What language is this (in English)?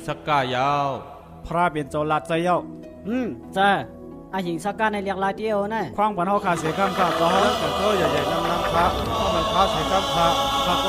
Shan